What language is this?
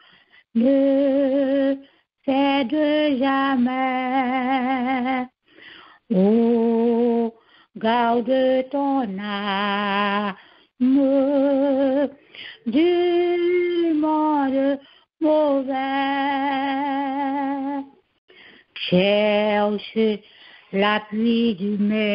French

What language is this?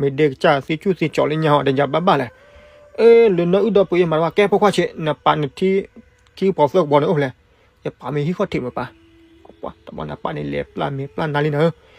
S'gaw Karen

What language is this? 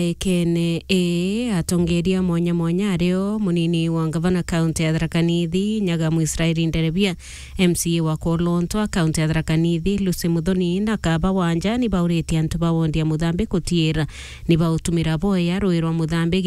Meru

